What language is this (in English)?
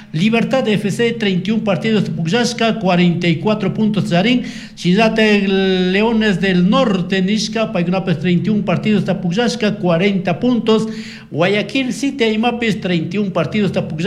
Chimborazo Highland Quichua